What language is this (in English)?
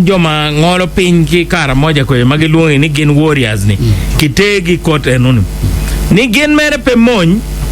Acoli